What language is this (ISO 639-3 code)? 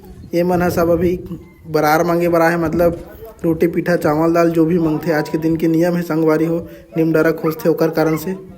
hne